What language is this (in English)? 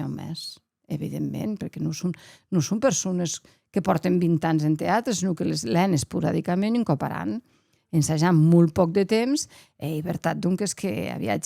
Occitan